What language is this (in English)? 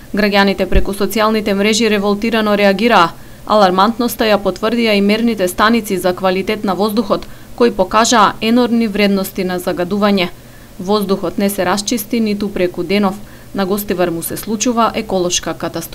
Macedonian